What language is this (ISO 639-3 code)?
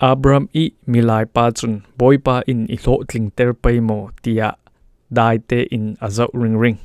cfm